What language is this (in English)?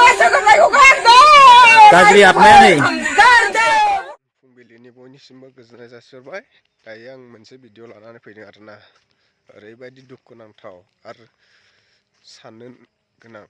Bodo